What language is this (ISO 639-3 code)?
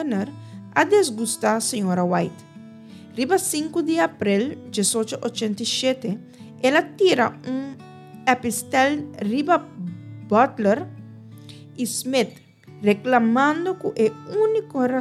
pap